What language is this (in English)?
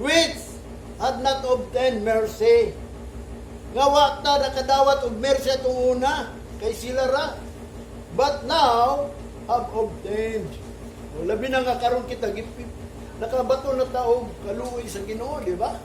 Cebuano